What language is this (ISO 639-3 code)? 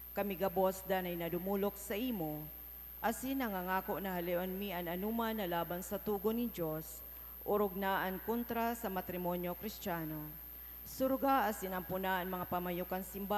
bik